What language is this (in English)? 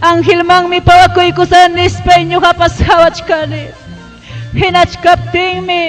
Ayacucho Quechua